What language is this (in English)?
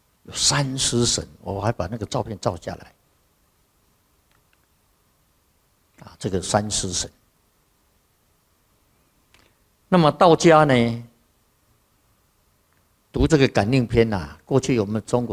Chinese